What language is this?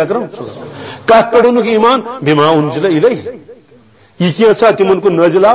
Kashmiri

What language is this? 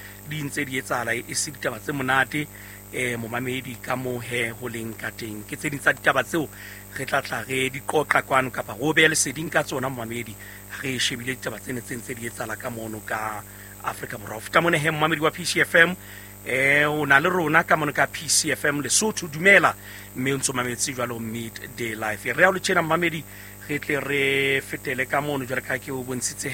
Southern Sotho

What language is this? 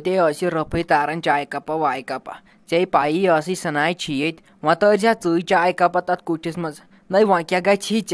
Kashmiri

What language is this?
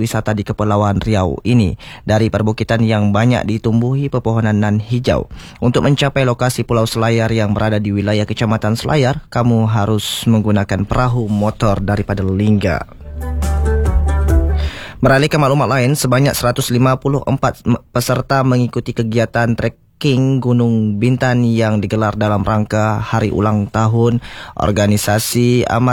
Malay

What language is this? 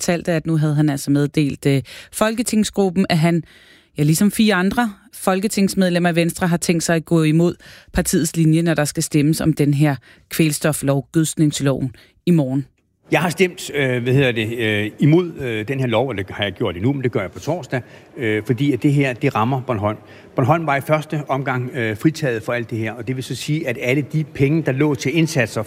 Danish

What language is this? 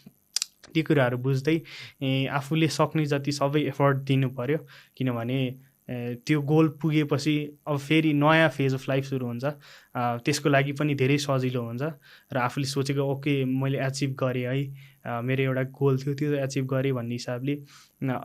Nepali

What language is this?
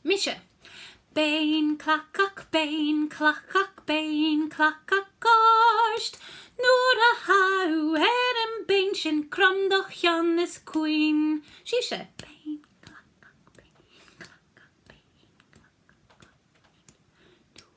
Scottish Gaelic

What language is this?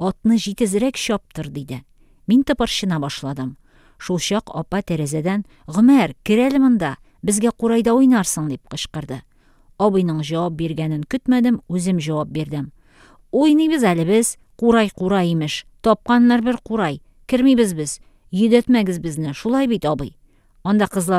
Tatar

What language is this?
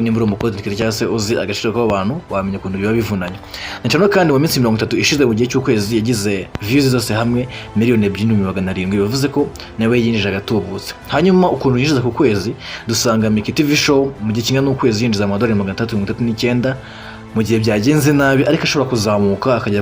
Kinyarwanda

